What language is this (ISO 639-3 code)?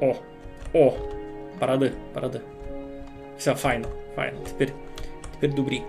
rue